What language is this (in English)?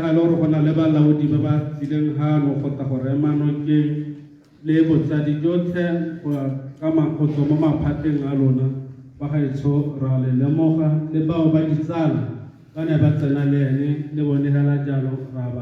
Tswana